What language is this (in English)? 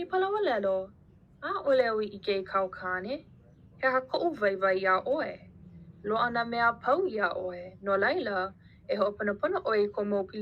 Hawaiian